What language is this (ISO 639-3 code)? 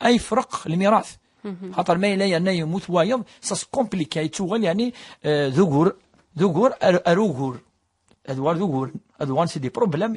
kab